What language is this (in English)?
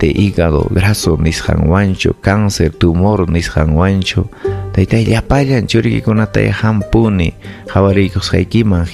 Ayacucho Quechua